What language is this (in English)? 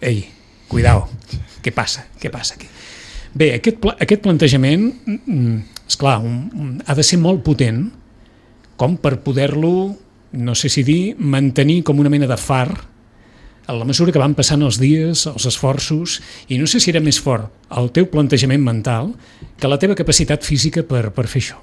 Catalan